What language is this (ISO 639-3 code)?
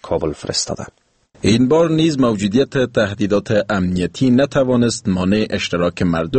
fas